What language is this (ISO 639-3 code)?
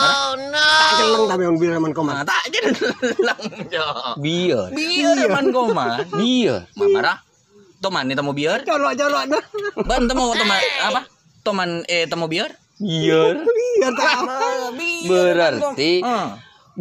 mad